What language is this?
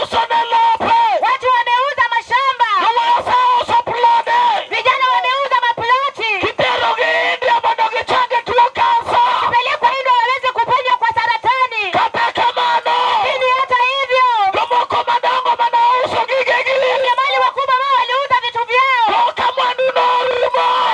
Luo (Kenya and Tanzania)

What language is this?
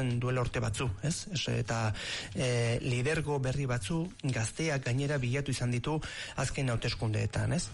Basque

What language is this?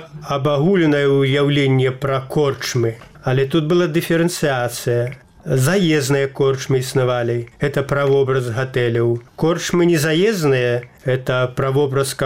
Belarusian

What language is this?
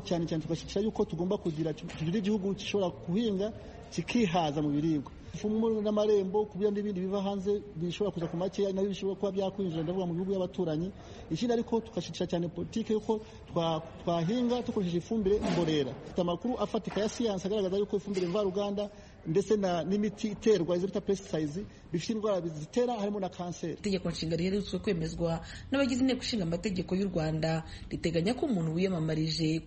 Kinyarwanda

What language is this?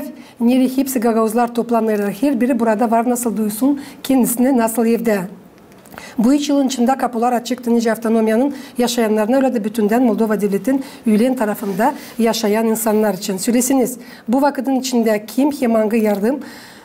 Gagauz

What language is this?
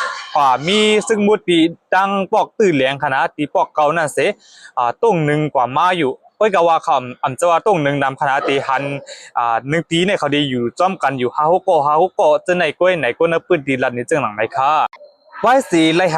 Shan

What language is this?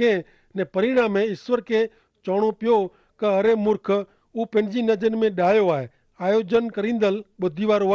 Kachhi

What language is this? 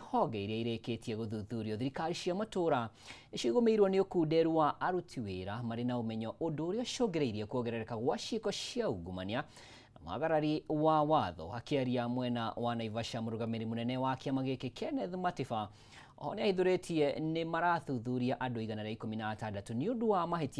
Kikuyu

